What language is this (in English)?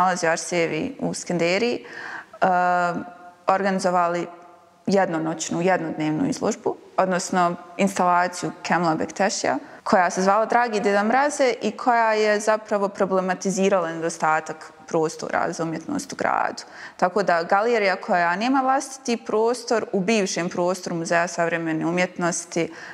Bosnian